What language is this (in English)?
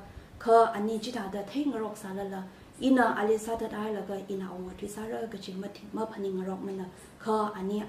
Tangkhul Naga (India)